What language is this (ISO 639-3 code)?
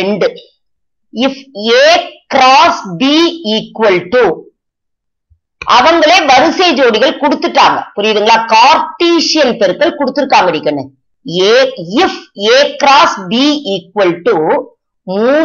tam